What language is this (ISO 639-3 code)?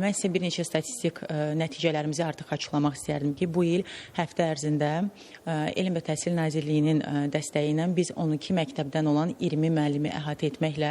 aze